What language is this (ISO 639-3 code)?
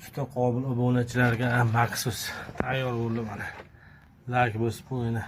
uzb